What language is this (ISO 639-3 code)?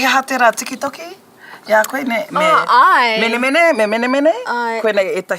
mri